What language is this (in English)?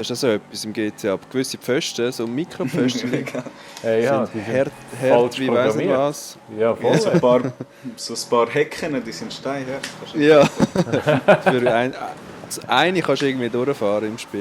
Swiss German